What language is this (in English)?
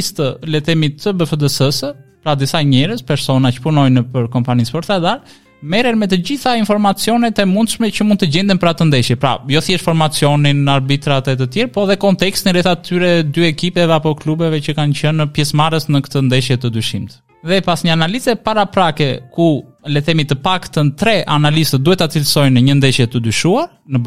Albanian